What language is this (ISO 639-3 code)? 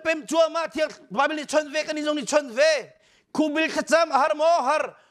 cnh